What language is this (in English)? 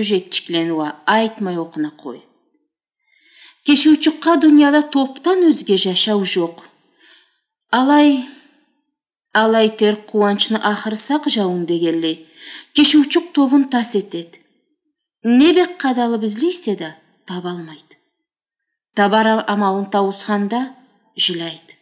Karachay-Balkar